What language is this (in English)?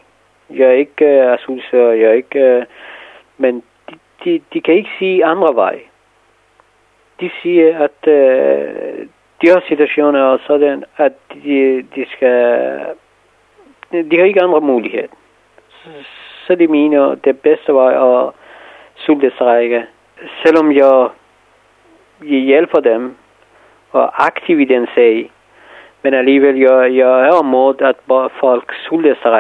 Danish